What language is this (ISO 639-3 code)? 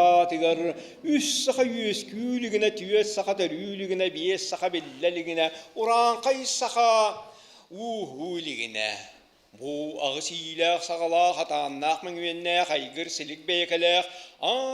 sah